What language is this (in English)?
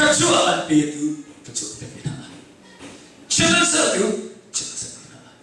Hakha Chin